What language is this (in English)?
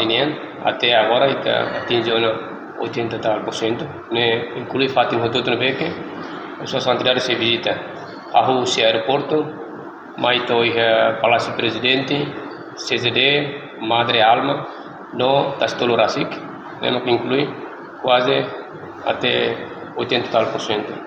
Tetum